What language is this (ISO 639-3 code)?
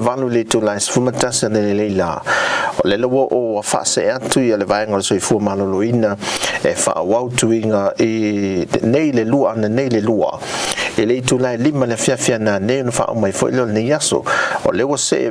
smo